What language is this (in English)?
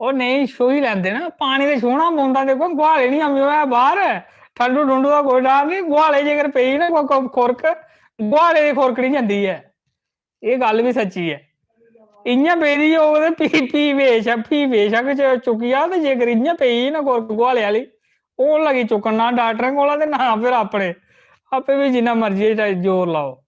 Dogri